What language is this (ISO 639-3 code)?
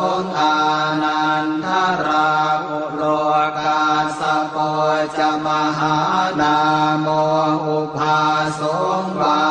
pli